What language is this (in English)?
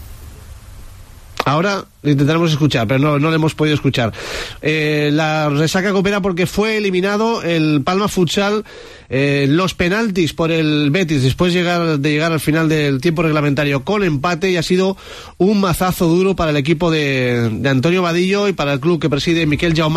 Spanish